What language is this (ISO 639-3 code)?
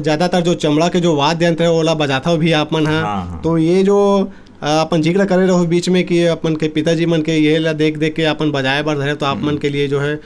hne